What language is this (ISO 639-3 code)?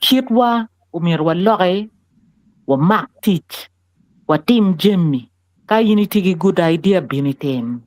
ach